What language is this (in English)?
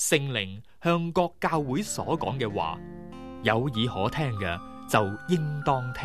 Cantonese